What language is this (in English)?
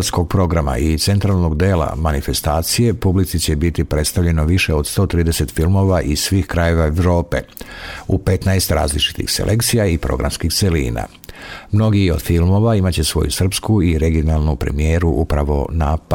Serbian